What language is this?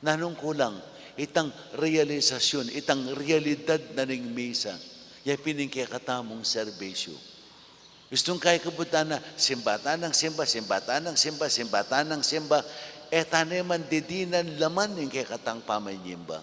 Pampanga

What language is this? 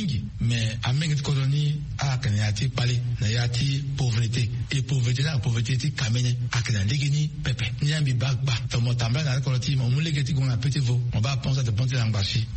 Sango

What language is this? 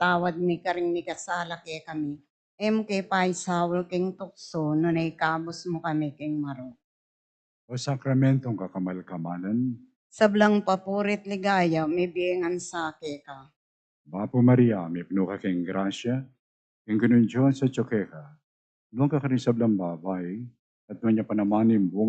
Pampanga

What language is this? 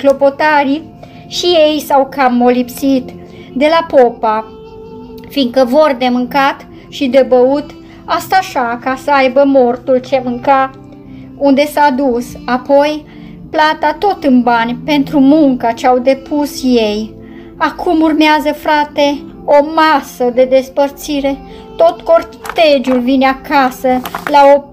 Romanian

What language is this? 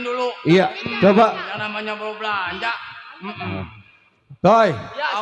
Betawi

